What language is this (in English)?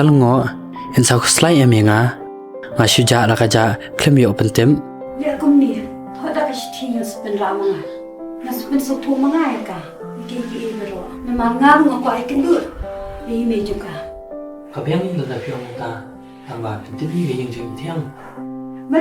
Khasi